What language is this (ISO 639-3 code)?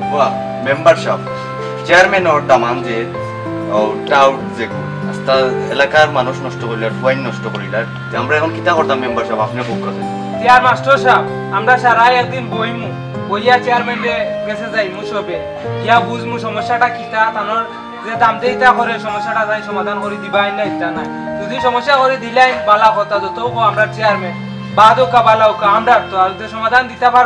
syl